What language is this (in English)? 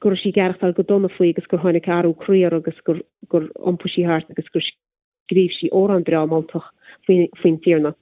Irish